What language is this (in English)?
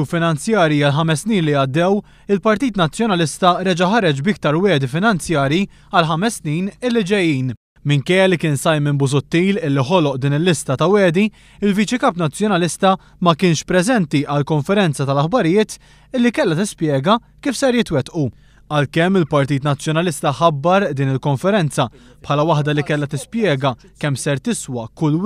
Maltese